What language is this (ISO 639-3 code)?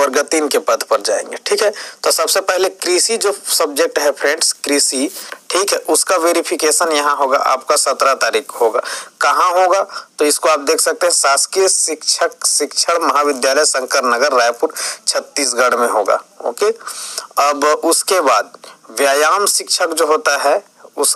hin